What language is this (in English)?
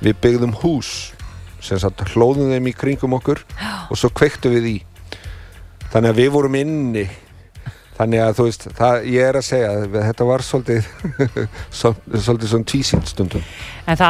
Icelandic